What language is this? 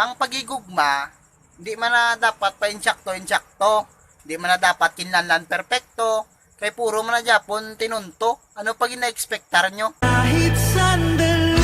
Hiligaynon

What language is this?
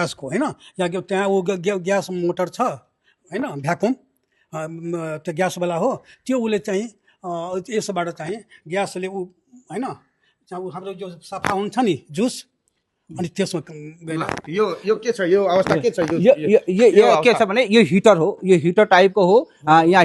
Nepali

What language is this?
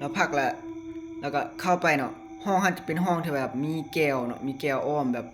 Lao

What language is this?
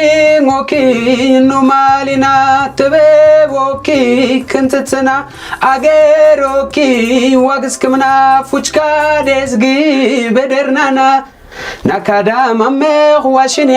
Amharic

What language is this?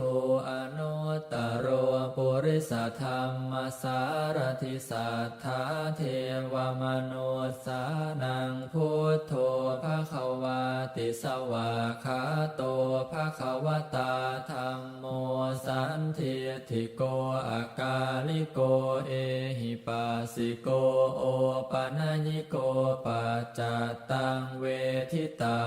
Pali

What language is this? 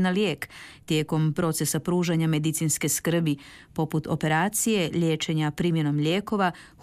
Croatian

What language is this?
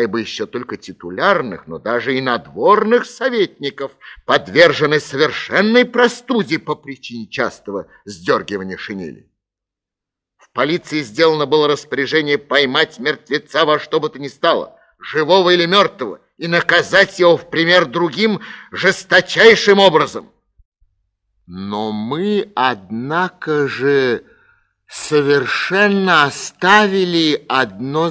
Russian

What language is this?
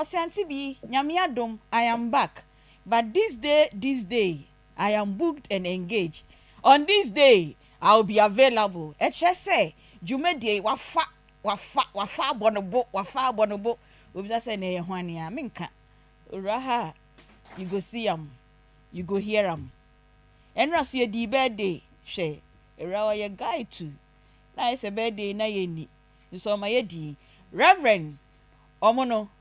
Akan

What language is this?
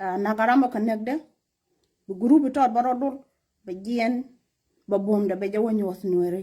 Nuer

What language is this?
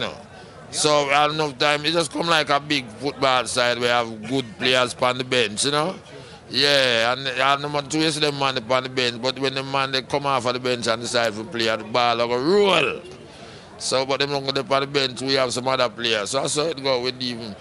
Jamaican Creole English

